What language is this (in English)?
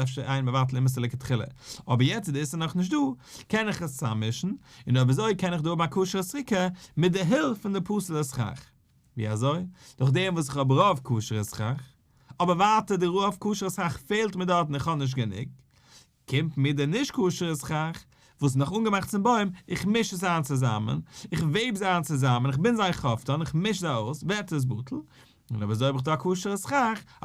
Yiddish